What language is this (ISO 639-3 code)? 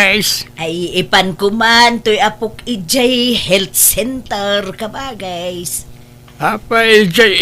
ilo